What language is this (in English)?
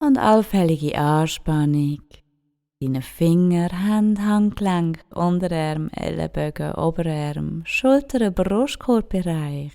Swiss German